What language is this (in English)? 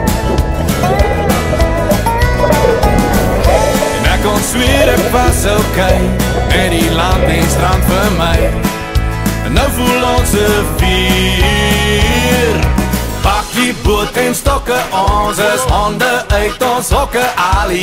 Afrikaans